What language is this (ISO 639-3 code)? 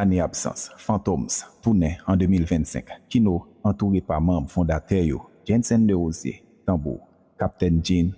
hat